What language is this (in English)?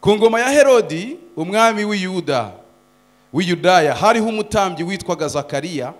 Kinyarwanda